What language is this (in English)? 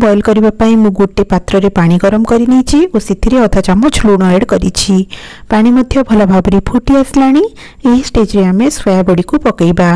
Odia